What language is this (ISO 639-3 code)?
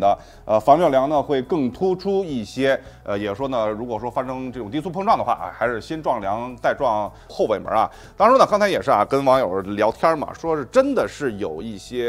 zho